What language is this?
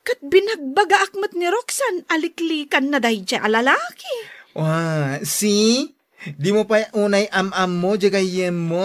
Iloko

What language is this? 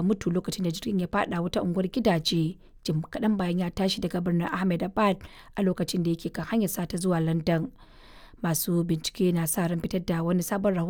Hausa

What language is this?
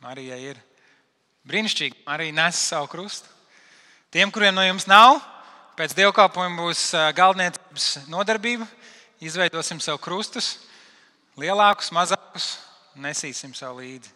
Latvian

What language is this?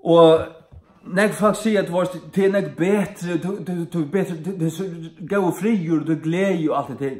Faroese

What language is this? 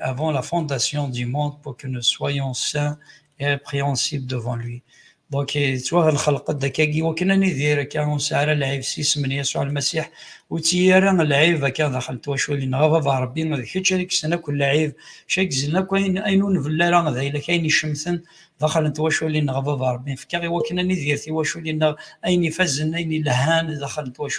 Kabyle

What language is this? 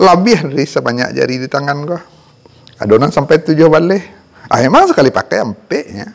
Minangkabau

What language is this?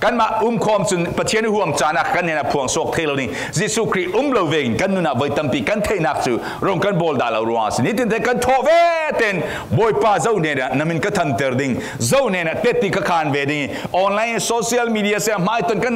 Falam Chin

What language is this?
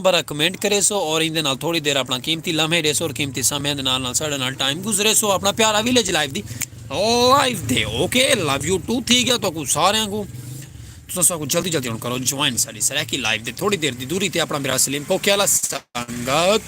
Saraiki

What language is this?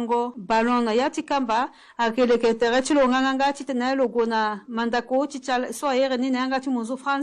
Sango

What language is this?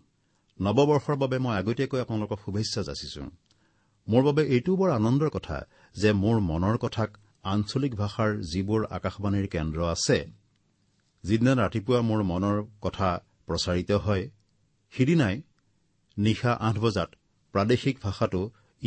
Assamese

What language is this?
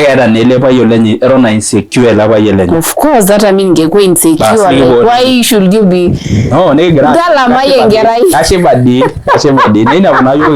Masai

